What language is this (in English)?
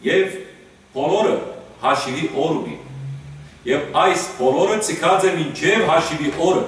Western Armenian